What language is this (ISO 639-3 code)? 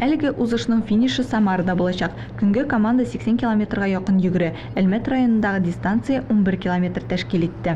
tat